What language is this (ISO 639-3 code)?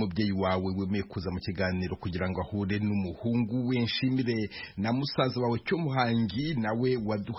kin